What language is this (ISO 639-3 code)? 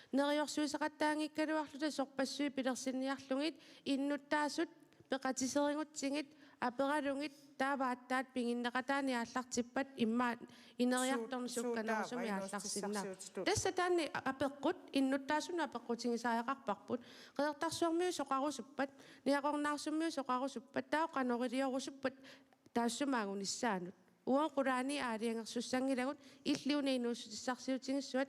kal